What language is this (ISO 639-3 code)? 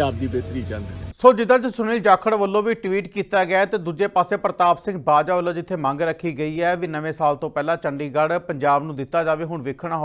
pan